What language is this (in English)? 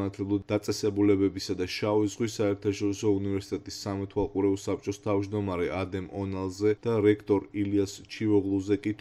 Georgian